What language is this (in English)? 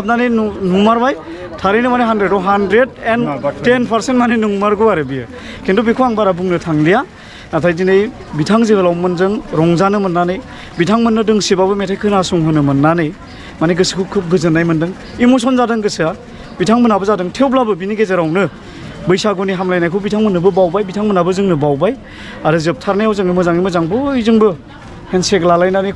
Bodo